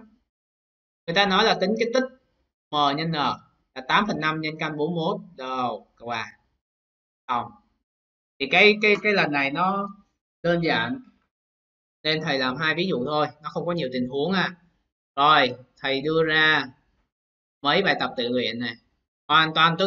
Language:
Vietnamese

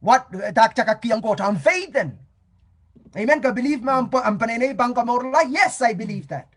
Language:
Pohnpeian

